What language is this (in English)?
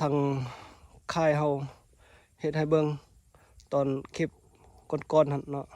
Lao